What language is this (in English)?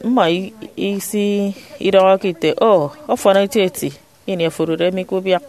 Efik